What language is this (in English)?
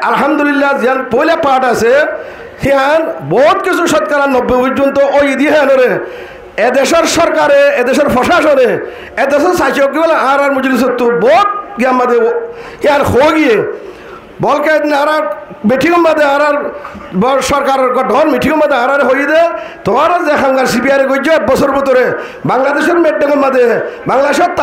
Rohingya